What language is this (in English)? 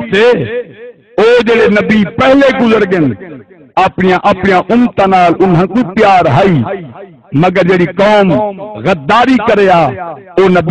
Saraiki